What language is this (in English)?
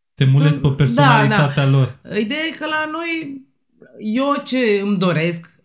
Romanian